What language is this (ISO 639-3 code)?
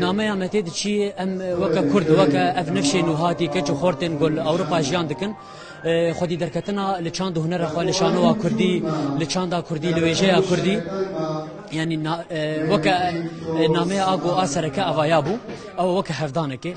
kur